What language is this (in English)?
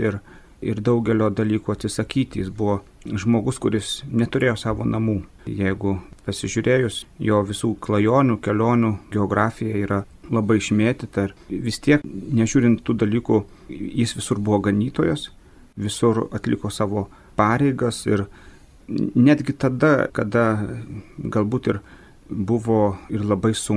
Lithuanian